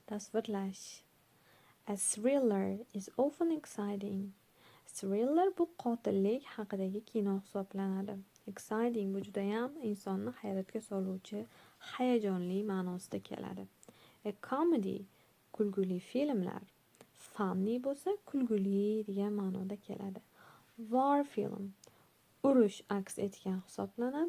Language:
Uzbek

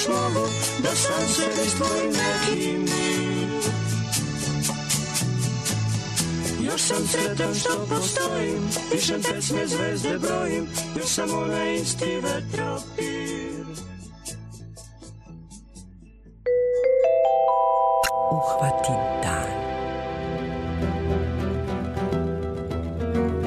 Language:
Serbian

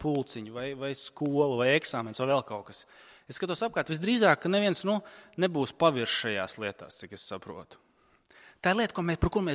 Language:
Latvian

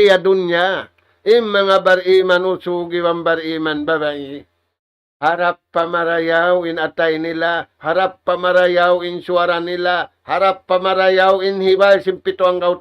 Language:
Tausug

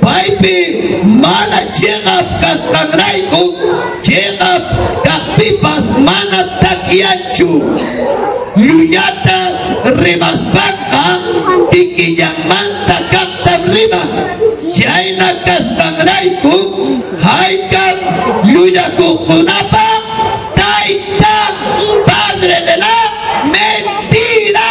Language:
Ayacucho Quechua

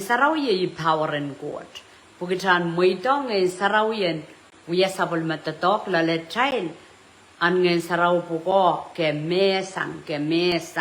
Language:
Pohnpeian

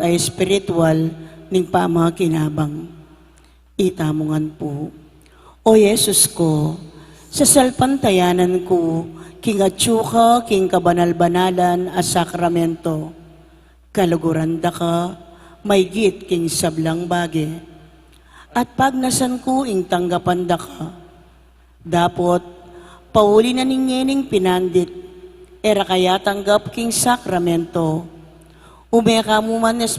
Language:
Pampanga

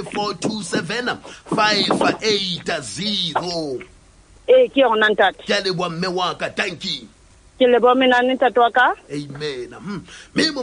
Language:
Southern Sotho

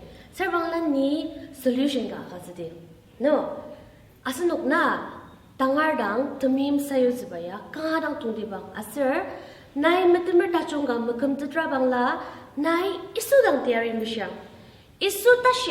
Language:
Ao Naga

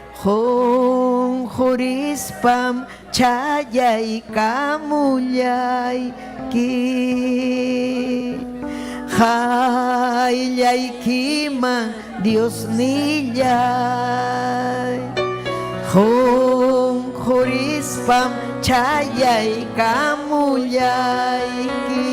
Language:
Ayacucho Quechua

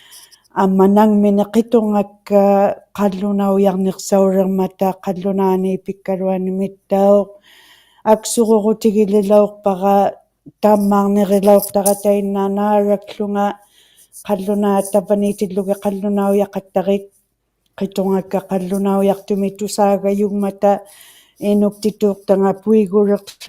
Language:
Inuktitut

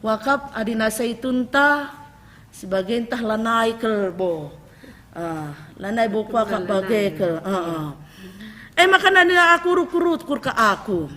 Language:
Batak Karo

